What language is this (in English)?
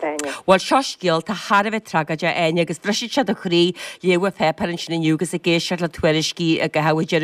Irish